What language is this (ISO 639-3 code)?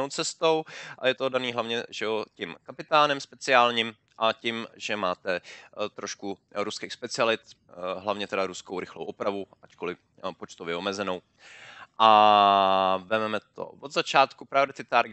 ces